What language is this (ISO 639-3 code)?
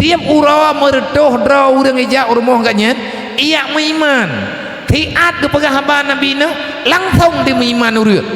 ace